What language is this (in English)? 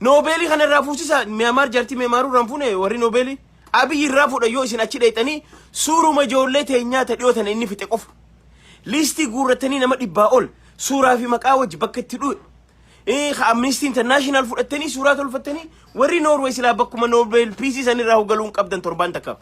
Oromo